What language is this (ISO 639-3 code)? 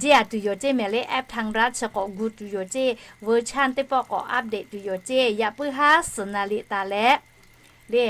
lhu